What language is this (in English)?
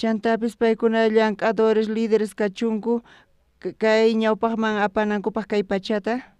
South Bolivian Quechua